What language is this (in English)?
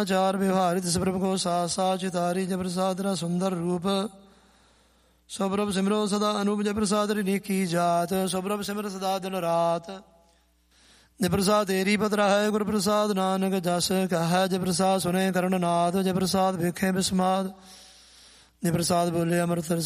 Punjabi